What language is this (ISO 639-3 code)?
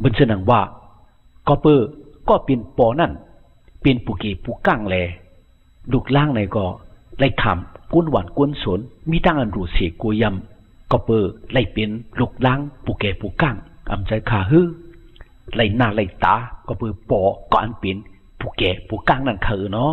shn